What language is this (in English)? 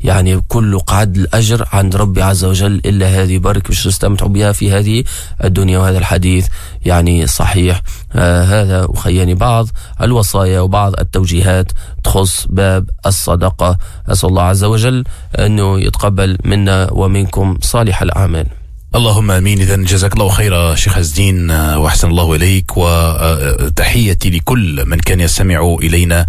Tunisian Arabic